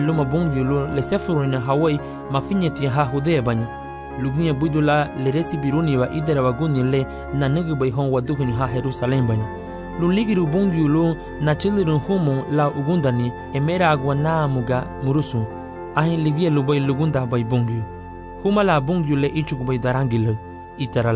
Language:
Garifuna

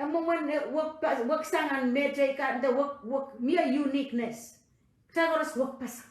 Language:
Pohnpeian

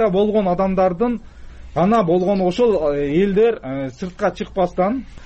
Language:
Kyrgyz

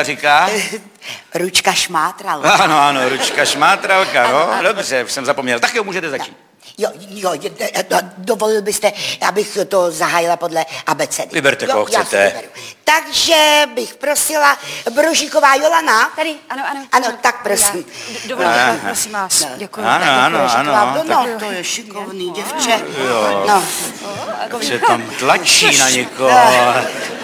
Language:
Czech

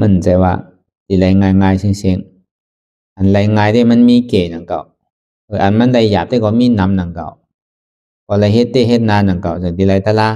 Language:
Shan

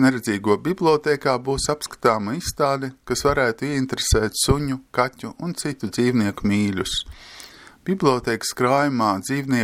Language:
Latvian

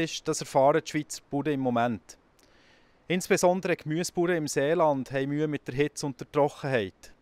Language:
Swiss German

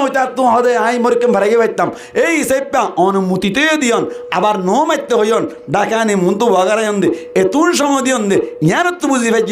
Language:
Rohingya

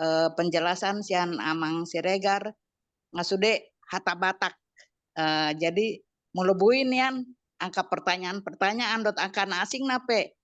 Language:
Batak Toba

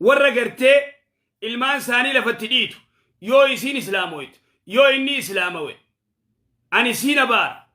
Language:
Oromo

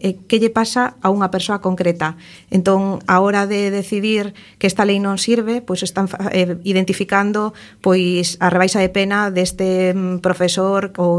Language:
Galician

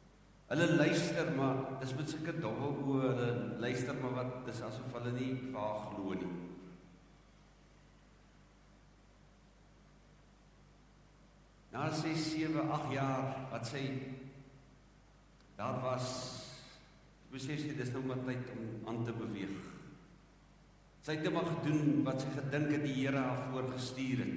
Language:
Afrikaans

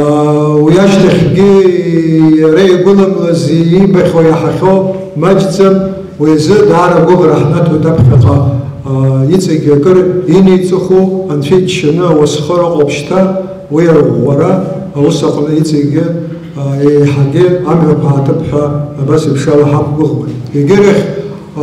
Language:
Abkhazian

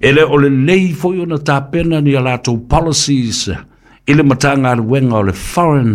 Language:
Samoan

